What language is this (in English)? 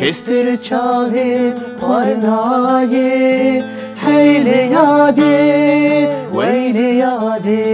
Kurdish